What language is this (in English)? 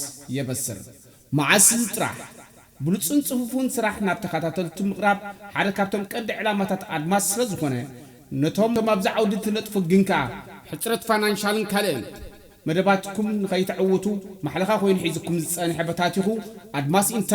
Tigrinya